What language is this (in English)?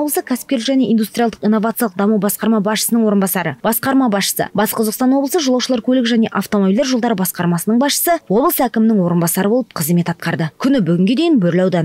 Kazakh